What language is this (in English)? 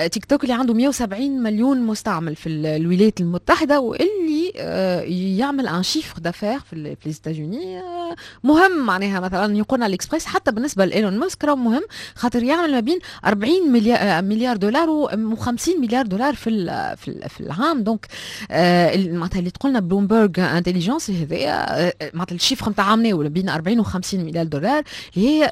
Tunisian Arabic